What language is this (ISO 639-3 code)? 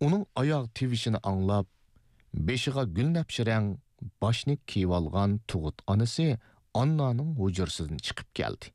uig